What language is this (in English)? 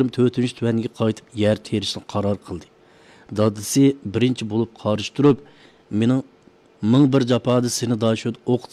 Uyghur